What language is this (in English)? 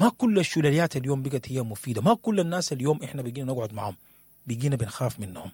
Sudanese Arabic